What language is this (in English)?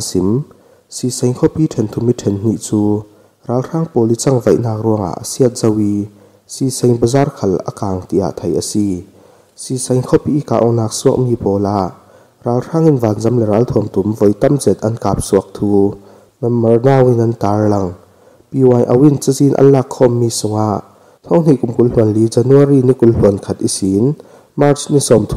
Falam Chin